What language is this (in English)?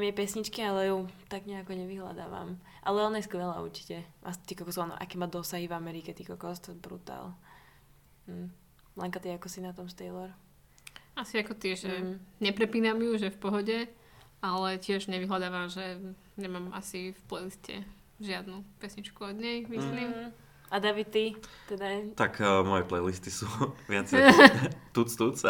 Slovak